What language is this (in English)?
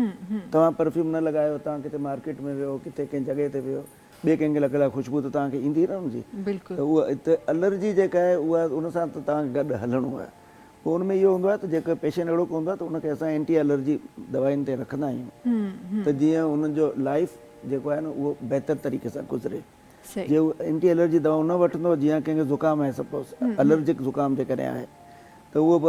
Sindhi